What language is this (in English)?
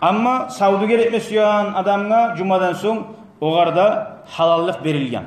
Kumyk